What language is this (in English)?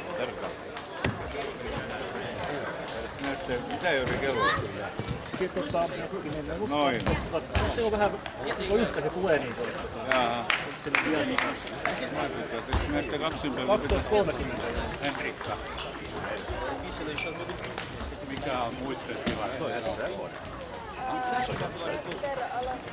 Finnish